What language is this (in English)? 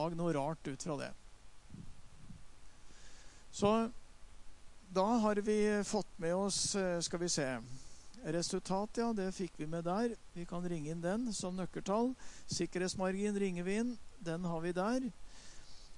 Norwegian